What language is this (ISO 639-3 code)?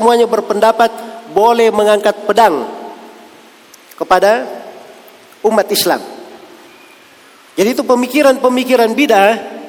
msa